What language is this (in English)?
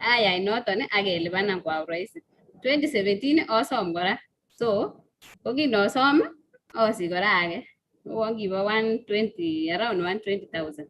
Kalenjin